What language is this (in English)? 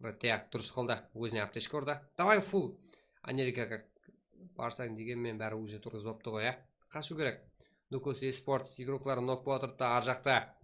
Kara-Kalpak